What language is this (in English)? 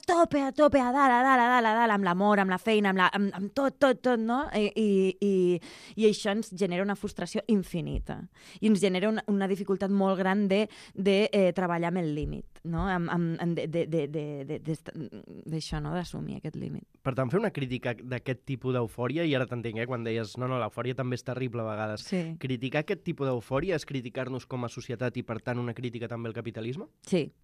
Catalan